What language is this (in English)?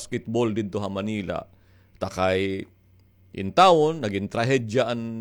Waray